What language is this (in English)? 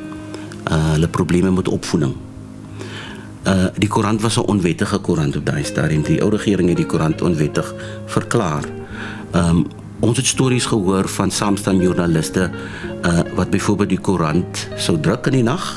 Afrikaans